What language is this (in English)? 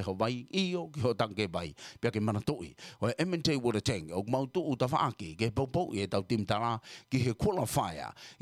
Tongan